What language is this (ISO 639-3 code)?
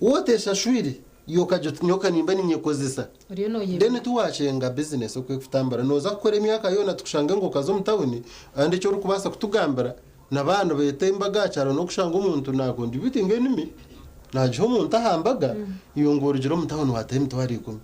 nyn